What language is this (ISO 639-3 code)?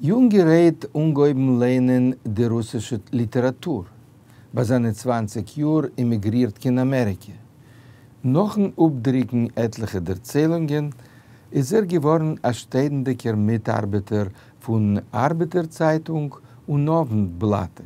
yid